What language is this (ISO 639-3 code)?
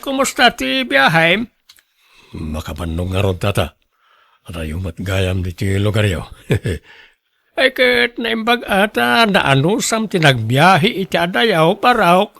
ilo